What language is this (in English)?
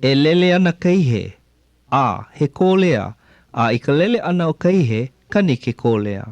Hawaiian